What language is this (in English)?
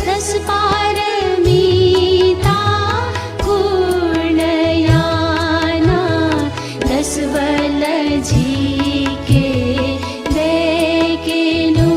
Newari